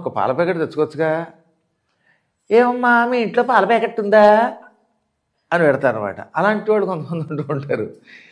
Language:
Telugu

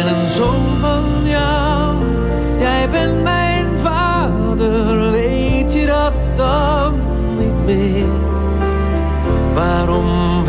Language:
Dutch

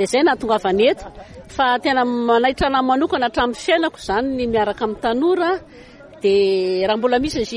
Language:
Malagasy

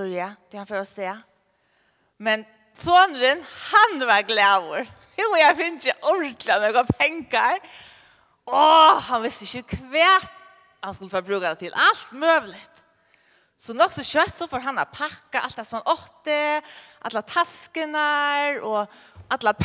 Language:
Faroese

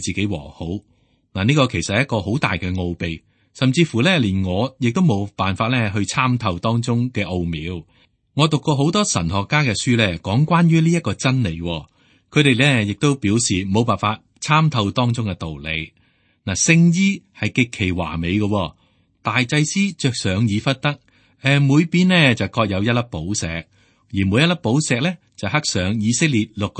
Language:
Cantonese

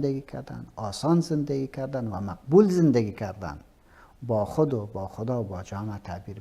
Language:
Persian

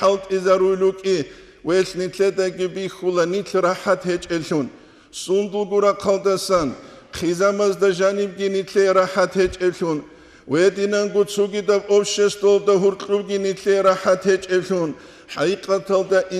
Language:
Avaric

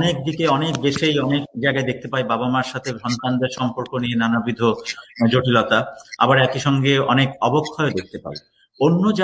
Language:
Bangla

